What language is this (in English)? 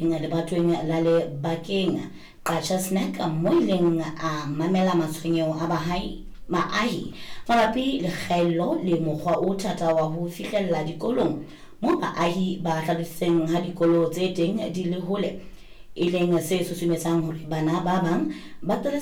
Southern Sotho